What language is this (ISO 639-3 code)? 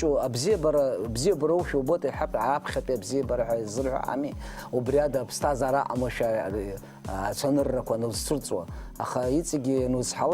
abk